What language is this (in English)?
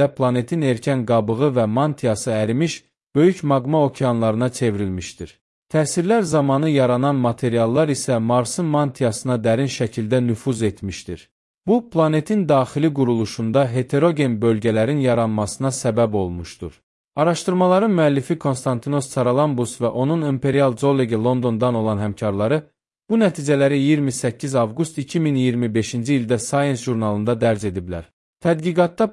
Azerbaijani